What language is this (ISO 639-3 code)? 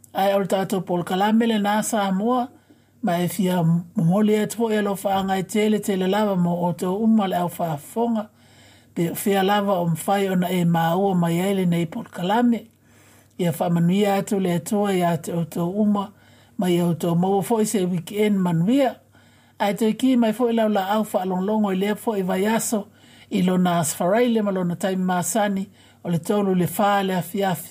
smo